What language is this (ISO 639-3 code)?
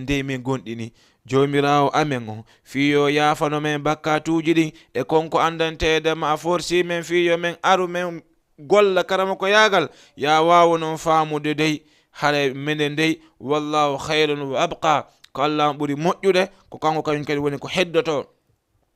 ful